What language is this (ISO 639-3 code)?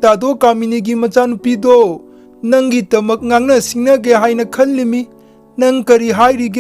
mni